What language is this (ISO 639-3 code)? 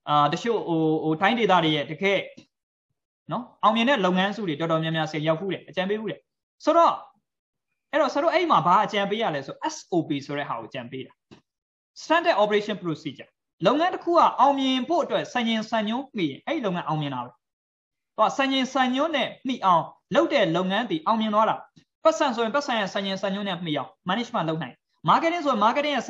mya